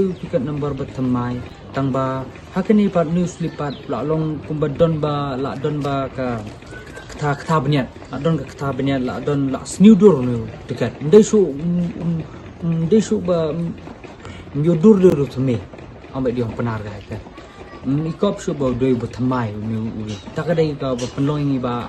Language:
Khasi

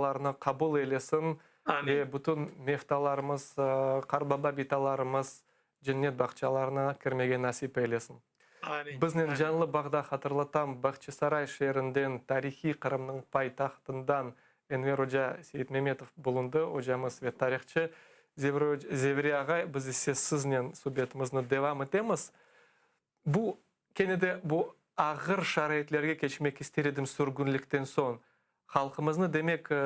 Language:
Crimean Tatar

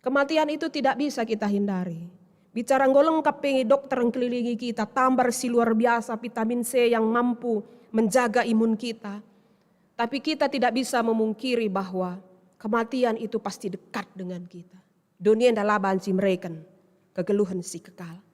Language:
Batak Karo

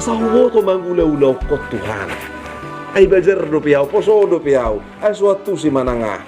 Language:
Batak Toba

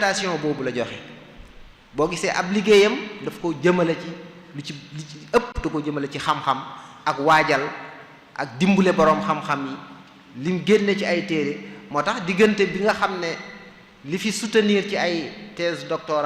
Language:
Wolof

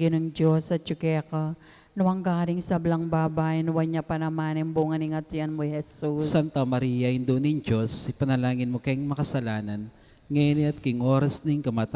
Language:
Pampanga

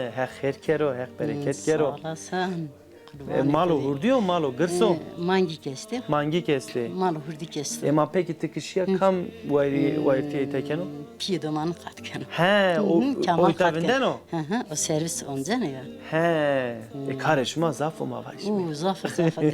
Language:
Zaza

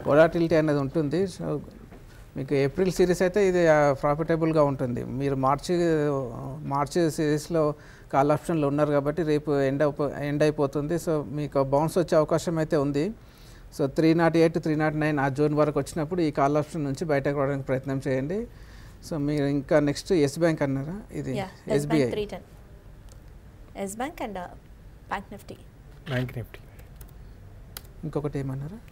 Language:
Telugu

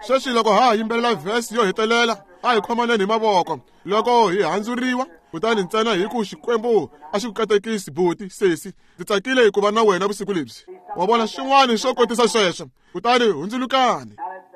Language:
Tsonga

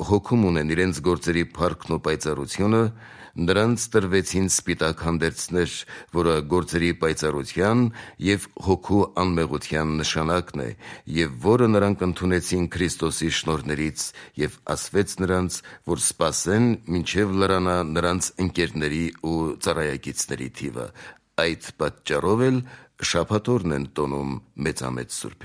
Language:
Armenian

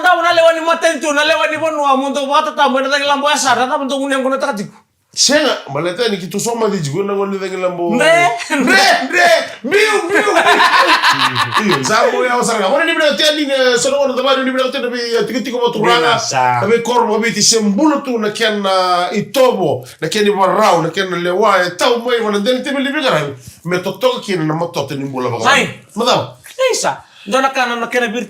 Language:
Fijian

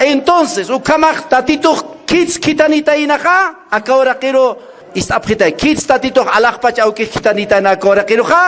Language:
Aymara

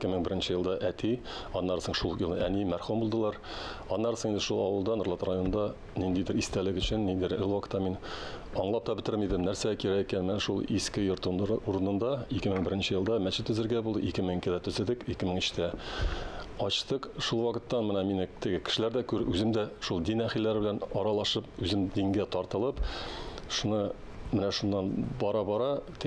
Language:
Tatar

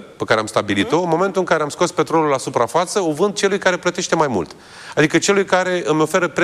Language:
Romanian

